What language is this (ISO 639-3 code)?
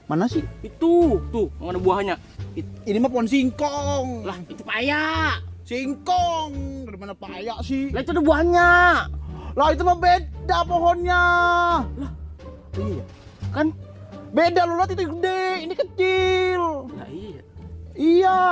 bew